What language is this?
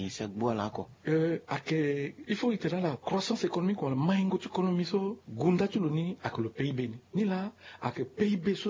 Sango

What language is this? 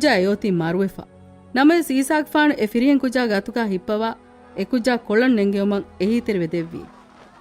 Divehi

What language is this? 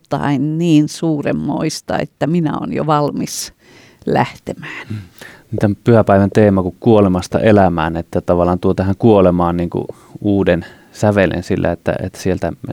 Finnish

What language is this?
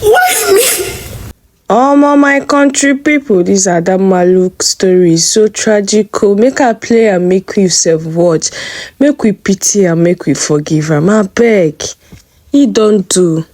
Nigerian Pidgin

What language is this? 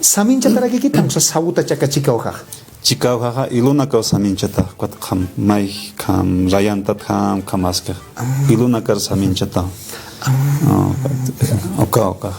Aymara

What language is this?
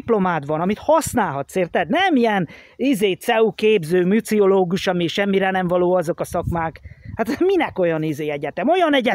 Hungarian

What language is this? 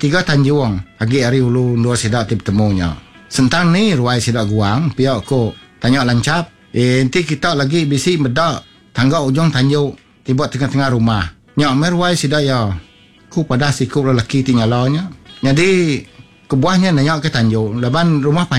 Iban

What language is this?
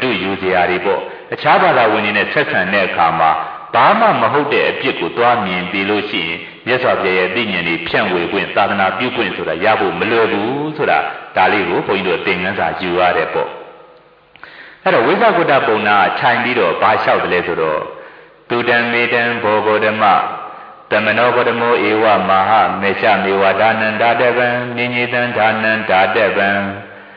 Burmese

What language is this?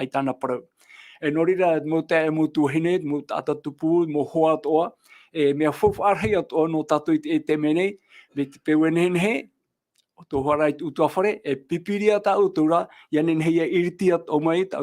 Tahitian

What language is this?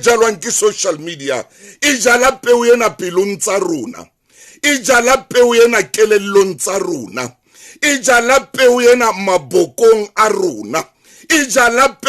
Southern Sotho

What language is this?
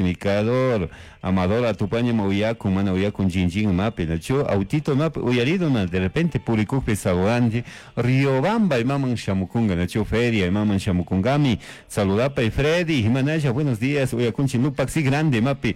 Chimborazo Highland Quichua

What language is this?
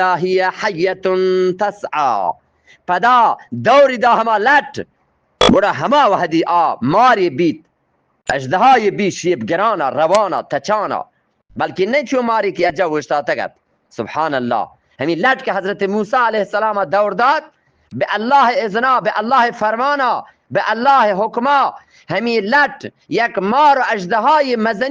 Eastern Balochi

